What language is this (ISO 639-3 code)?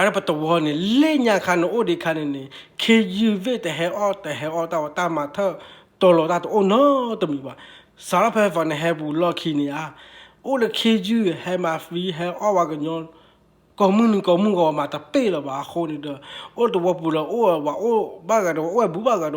ksw